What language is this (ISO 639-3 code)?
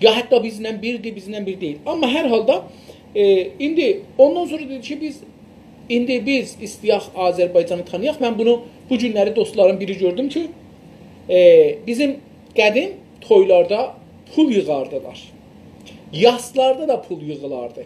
azb